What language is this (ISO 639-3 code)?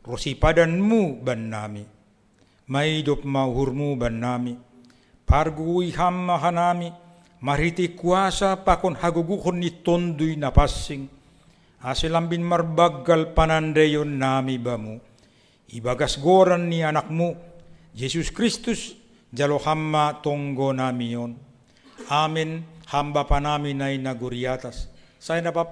bts